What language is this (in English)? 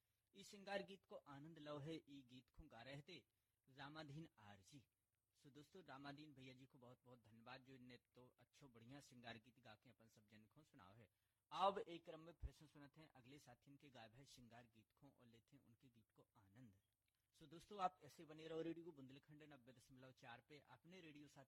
Bundeli